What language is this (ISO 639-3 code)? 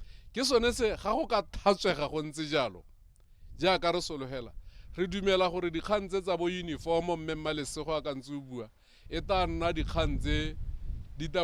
tsn